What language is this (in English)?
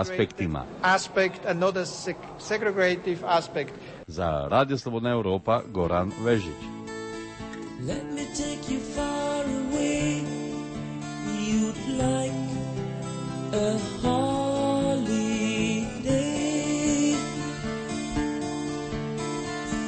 Croatian